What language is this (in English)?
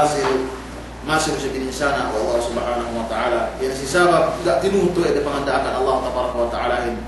Yakan